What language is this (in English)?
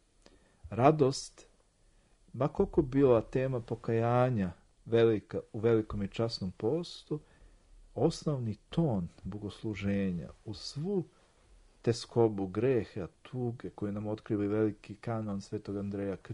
Serbian